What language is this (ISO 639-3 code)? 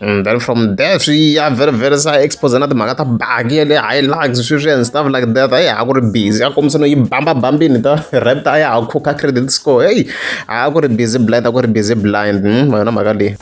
tso